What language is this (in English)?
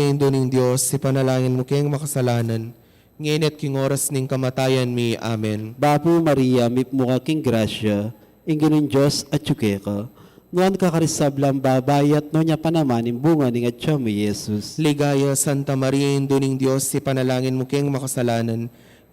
Pampanga